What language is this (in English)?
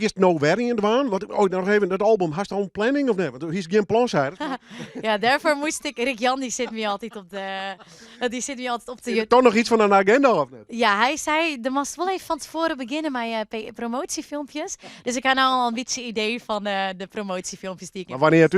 Western Frisian